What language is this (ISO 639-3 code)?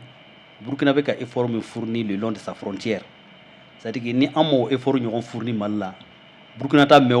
bam